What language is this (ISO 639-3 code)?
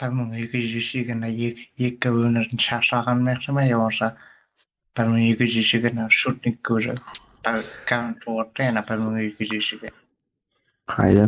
kaa